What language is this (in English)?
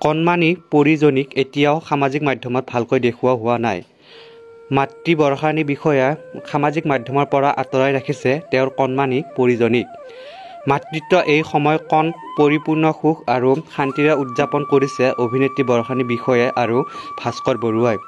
Assamese